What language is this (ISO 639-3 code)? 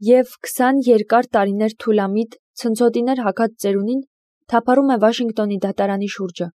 hye